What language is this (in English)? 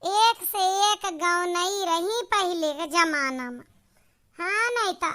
Awadhi